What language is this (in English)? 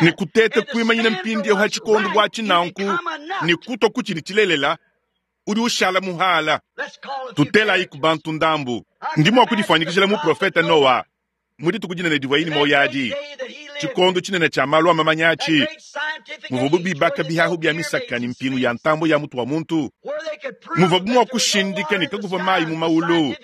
Luba-Lulua